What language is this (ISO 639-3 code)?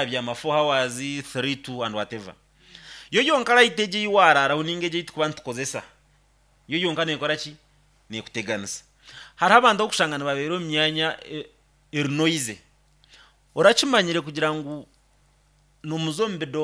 nyn